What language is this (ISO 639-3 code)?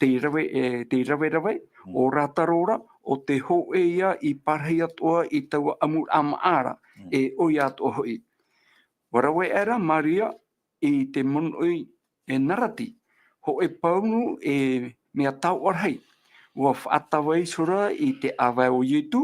tah